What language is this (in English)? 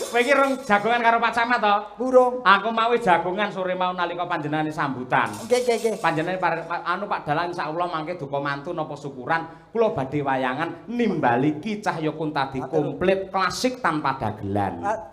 Javanese